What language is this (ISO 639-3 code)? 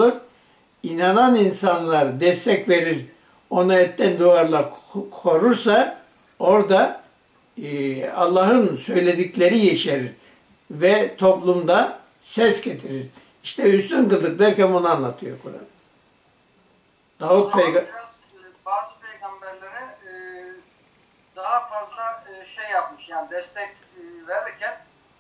tur